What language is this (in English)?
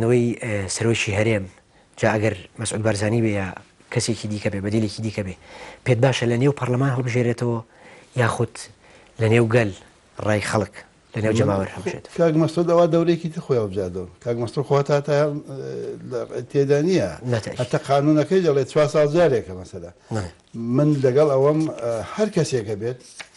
Central Kurdish